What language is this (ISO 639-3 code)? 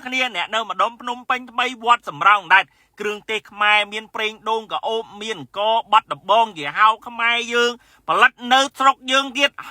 khm